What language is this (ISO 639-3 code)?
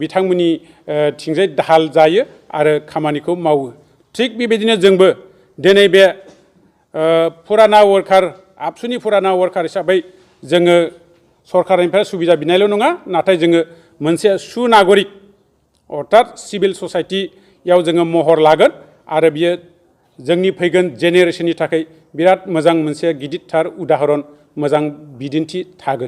brx